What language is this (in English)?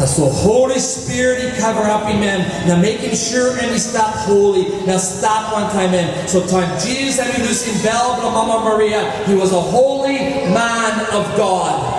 Tok Pisin